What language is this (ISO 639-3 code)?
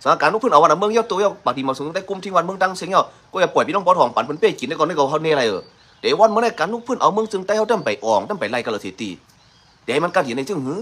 shn